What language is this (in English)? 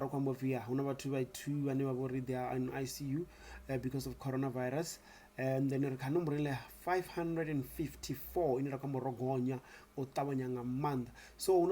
Venda